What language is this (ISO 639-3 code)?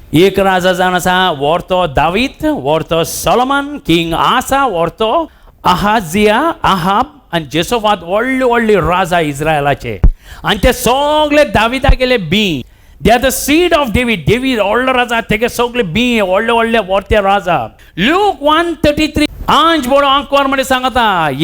kok